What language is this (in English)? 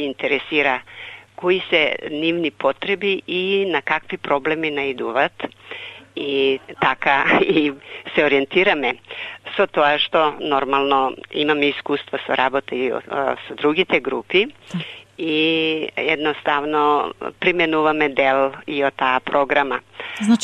Macedonian